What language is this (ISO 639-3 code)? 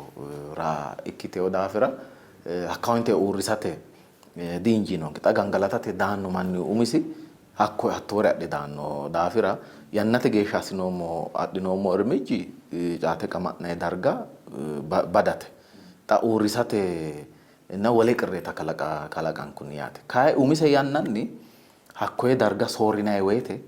sid